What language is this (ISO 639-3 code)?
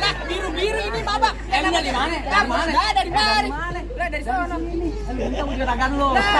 bew